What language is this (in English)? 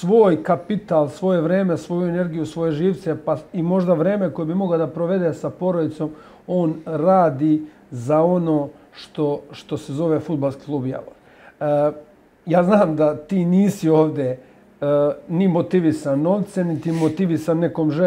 Serbian